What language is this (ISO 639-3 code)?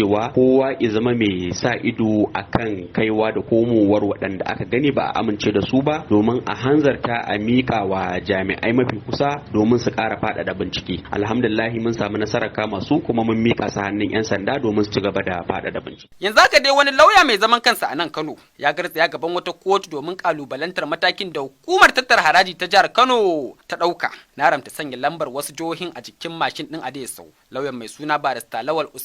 hau